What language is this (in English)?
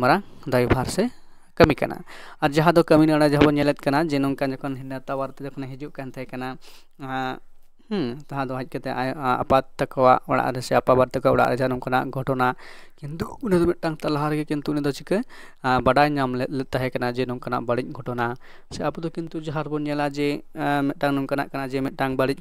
Santali